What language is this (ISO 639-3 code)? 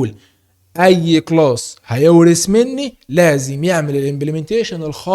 arz